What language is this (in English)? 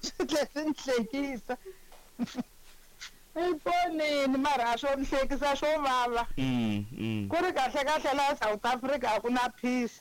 Tsonga